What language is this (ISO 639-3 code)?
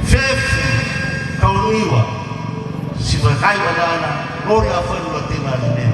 nia